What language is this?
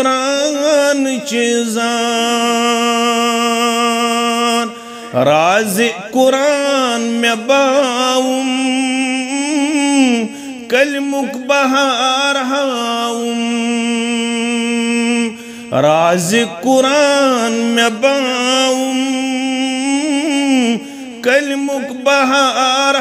Kashmiri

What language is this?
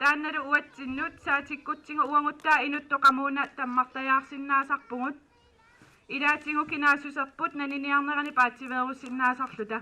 Kalaallisut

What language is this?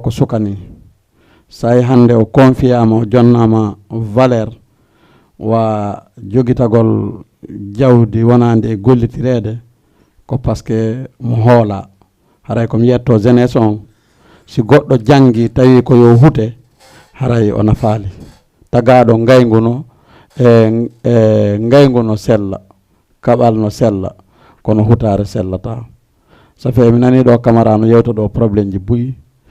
Fula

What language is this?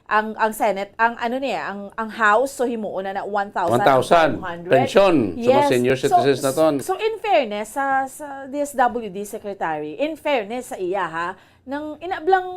Hiligaynon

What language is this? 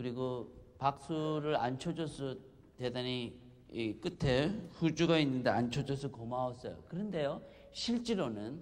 Korean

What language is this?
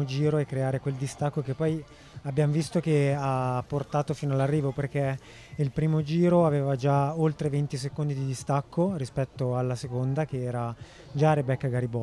Italian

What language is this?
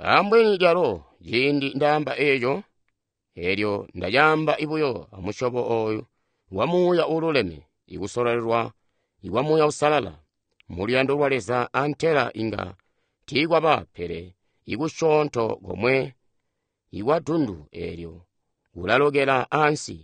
Tonga (Zambia)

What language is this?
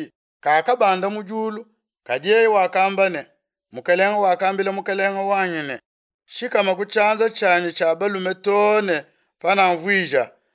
Luba-Lulua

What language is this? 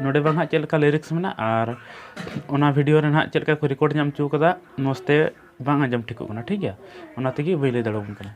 Santali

